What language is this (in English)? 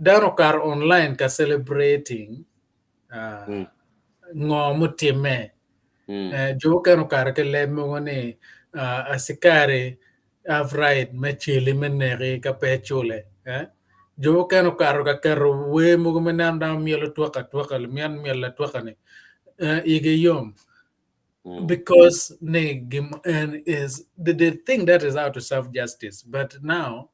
Acoli